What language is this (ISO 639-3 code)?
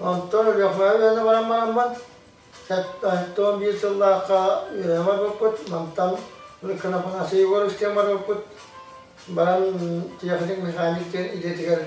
sah